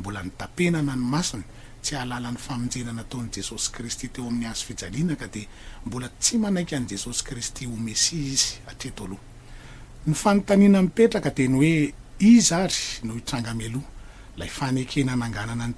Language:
Malagasy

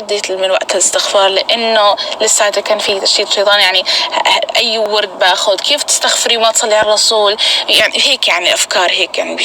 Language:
North Levantine Arabic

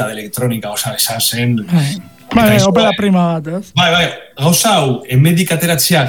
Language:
Basque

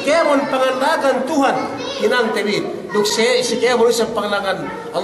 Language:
Yakan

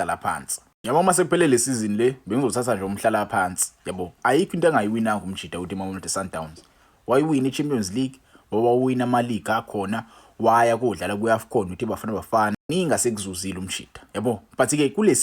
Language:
Zulu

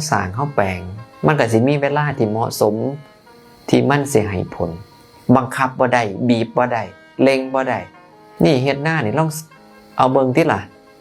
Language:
Northeastern Thai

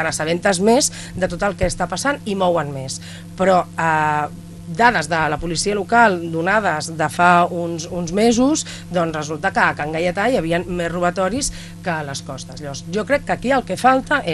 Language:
Catalan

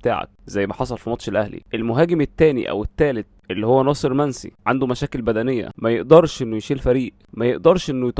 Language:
Egyptian Arabic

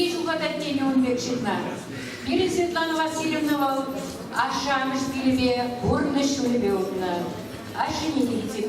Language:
Chuvash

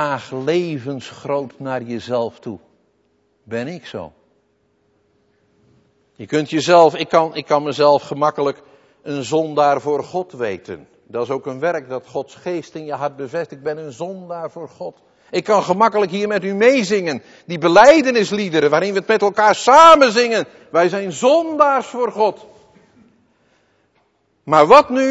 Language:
Dutch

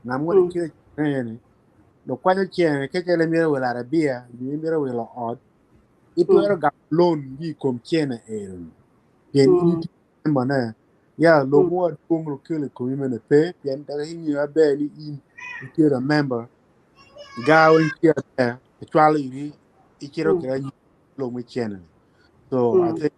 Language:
Acoli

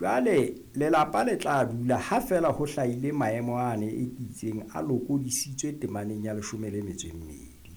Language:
Southern Sotho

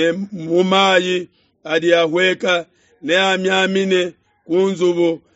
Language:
Luba-Lulua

